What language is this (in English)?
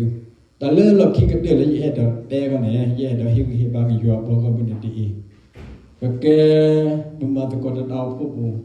S'gaw Karen